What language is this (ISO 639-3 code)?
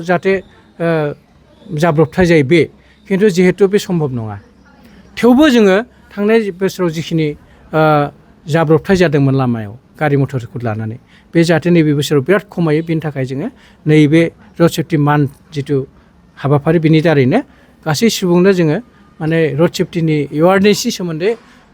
brx